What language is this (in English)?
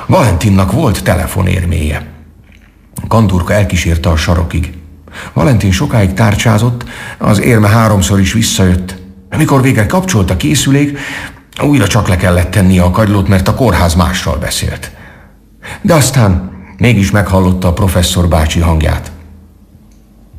Hungarian